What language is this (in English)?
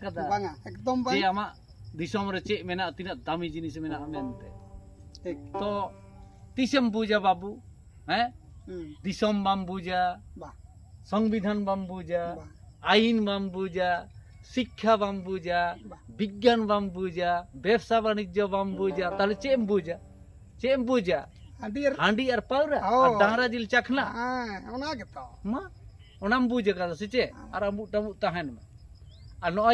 Santali